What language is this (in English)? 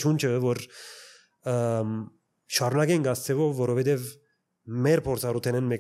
Armenian